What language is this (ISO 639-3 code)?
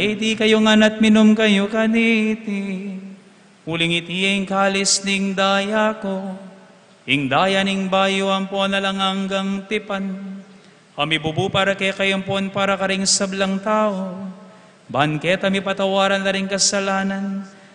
pam